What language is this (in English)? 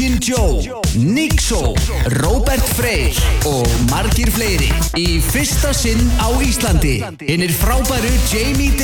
Icelandic